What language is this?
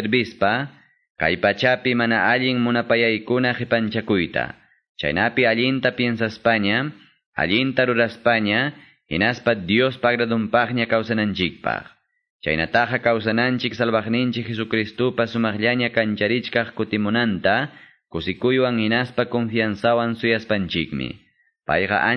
Quechua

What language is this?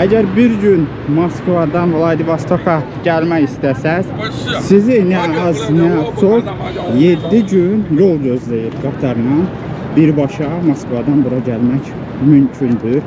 Azerbaijani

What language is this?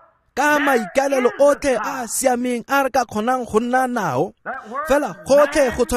Tswana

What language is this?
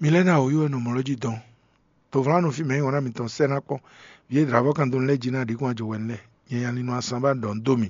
Fon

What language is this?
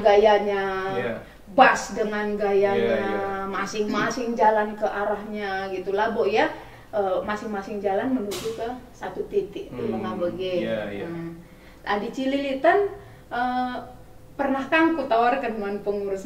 Batak Karo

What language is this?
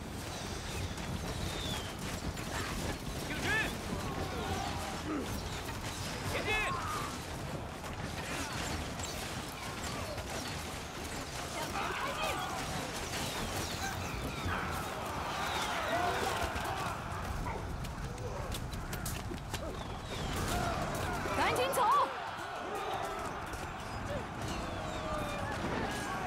Chinese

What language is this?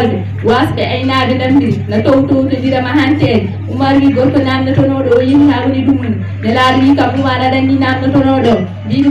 Fula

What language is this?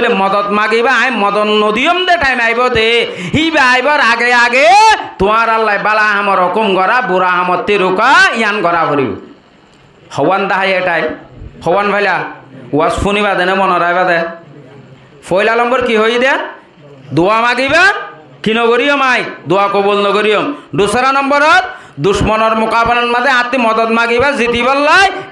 Rohingya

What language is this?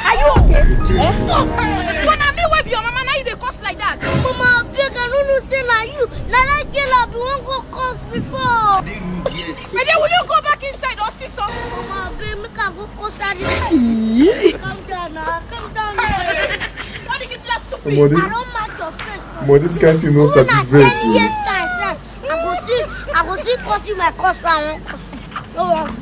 Nigerian Pidgin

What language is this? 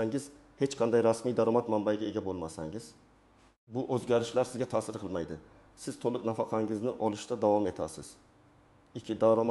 Uzbek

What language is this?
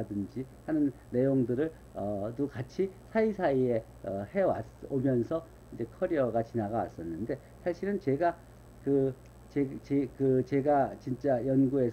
Korean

